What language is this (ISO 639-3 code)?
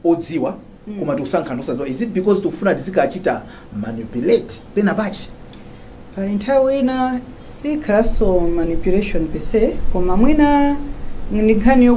nya